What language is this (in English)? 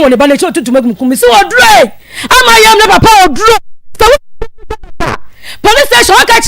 Akan